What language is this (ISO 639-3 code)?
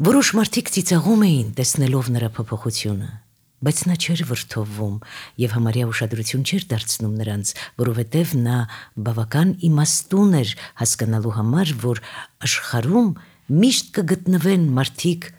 hye